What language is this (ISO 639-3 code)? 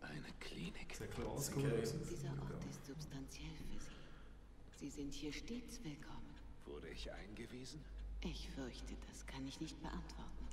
gsw